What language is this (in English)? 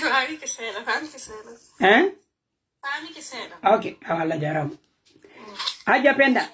Pular